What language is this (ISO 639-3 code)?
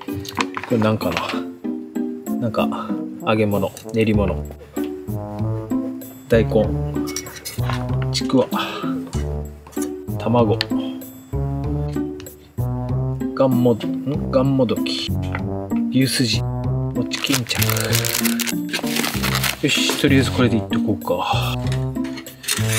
jpn